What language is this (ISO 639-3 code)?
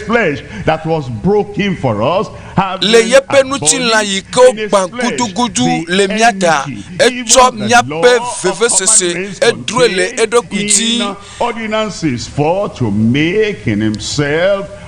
ewe